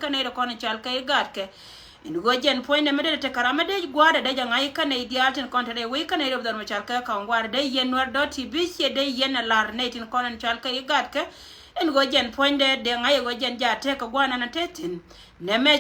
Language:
Nuer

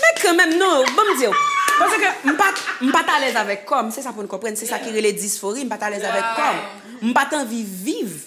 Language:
Haitian Creole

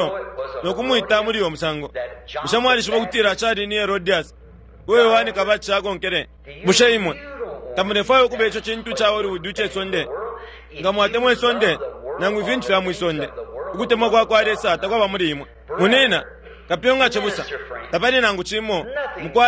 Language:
Bemba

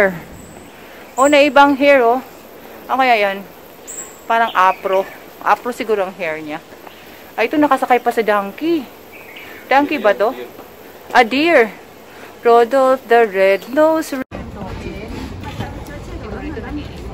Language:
Filipino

